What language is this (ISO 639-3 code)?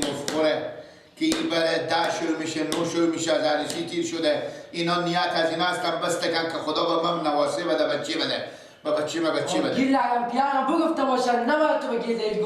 fas